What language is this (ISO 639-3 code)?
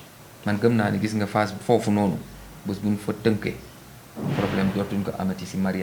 wol